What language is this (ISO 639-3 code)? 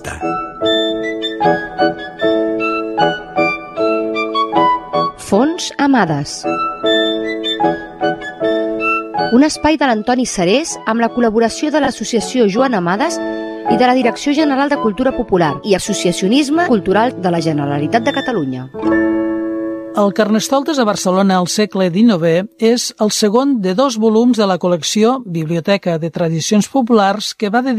cat